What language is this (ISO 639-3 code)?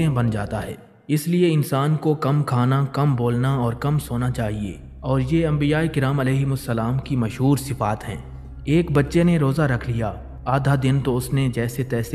urd